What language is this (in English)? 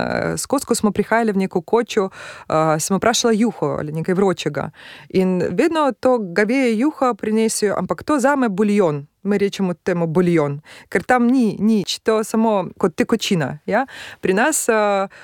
Slovenian